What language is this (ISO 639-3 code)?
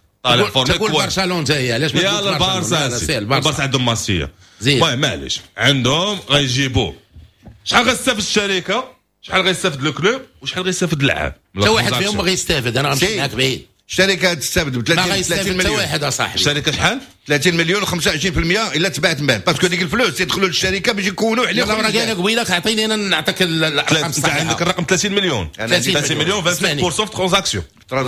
ary